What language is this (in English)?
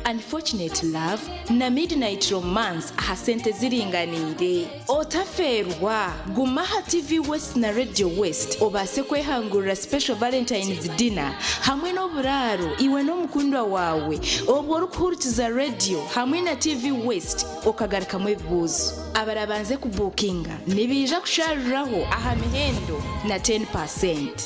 Nyankole